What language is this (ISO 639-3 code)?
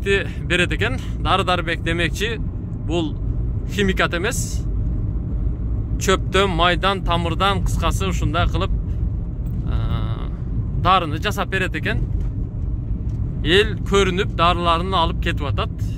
kir